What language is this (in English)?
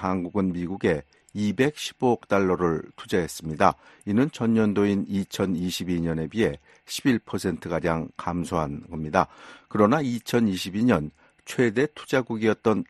Korean